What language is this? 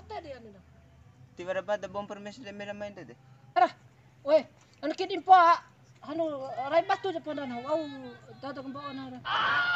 Bima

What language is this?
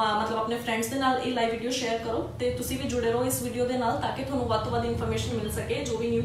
Punjabi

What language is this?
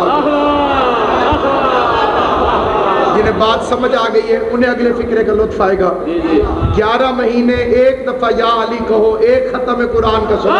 Urdu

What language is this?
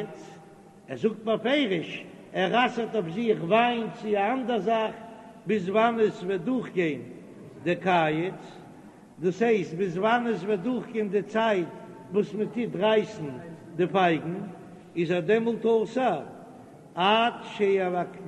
Yiddish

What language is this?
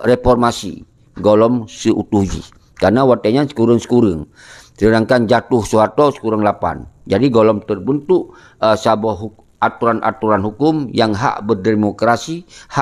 Achinese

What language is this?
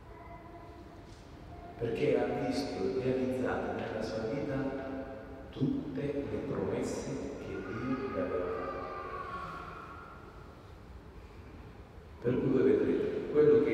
Italian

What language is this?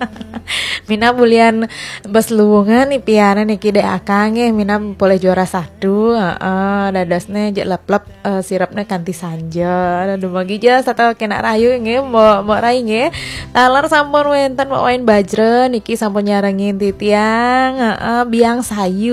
Balinese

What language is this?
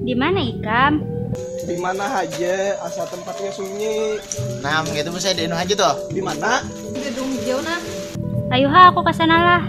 Banjar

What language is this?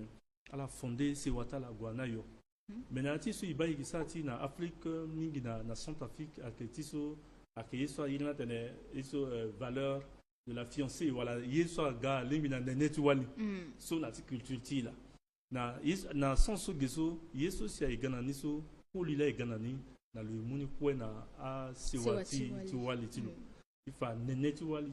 Sango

